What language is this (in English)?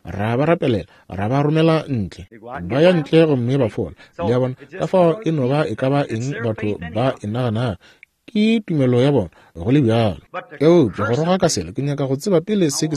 Northern Sotho